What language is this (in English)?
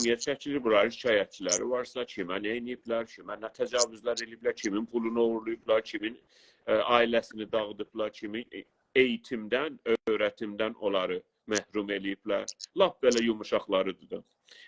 South Azerbaijani